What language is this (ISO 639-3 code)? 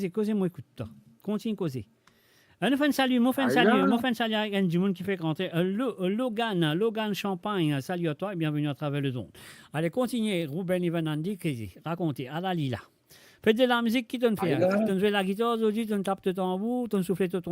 mfe